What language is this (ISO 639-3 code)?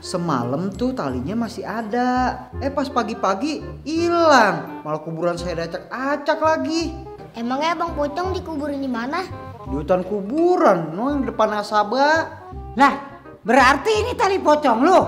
bew